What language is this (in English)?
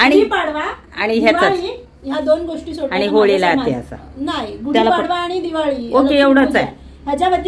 Marathi